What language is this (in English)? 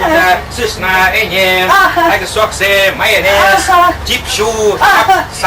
Chuvash